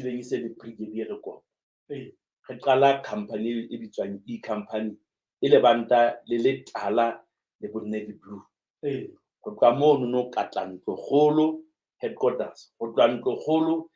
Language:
Southern Sotho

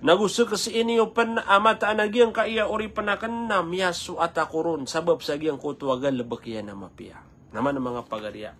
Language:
Maranao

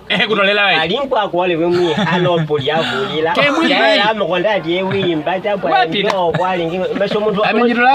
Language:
Nyaneka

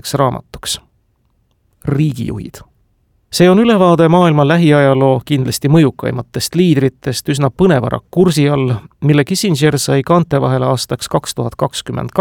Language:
Estonian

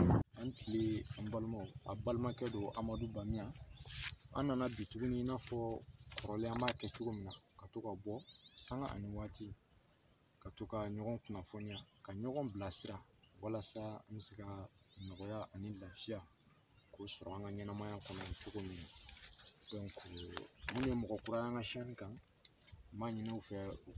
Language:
Bambara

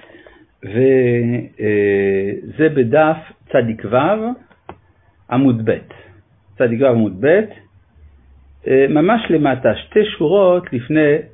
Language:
Hebrew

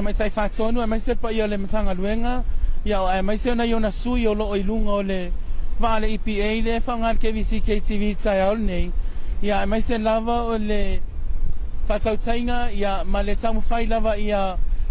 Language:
Samoan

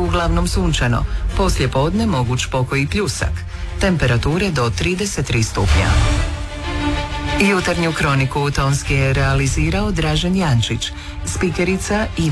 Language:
Croatian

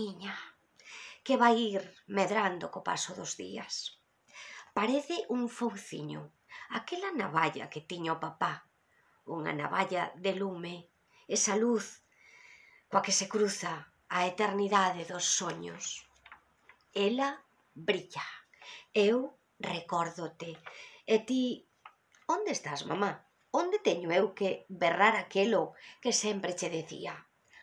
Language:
Galician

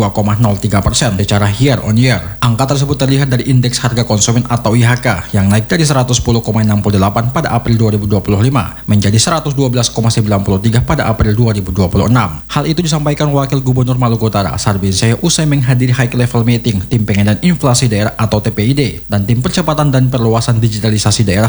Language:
Indonesian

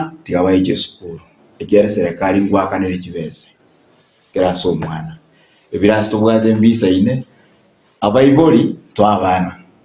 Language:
Gusii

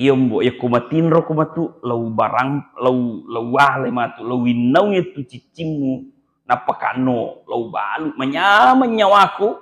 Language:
Buginese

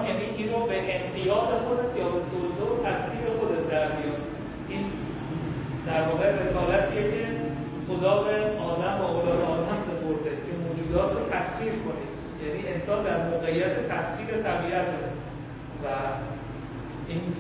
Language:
Persian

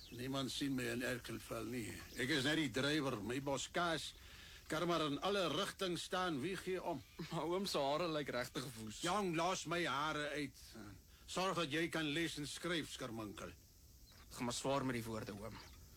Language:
Afrikaans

